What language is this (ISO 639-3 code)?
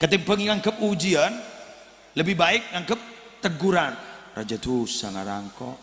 mad